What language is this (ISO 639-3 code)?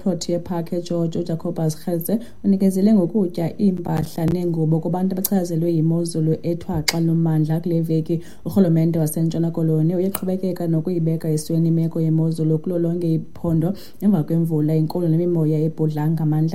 xho